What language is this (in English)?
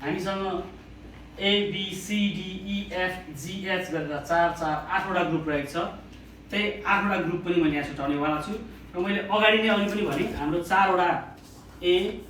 Nepali